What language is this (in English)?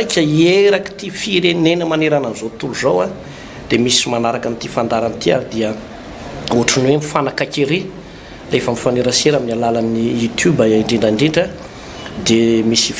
Malagasy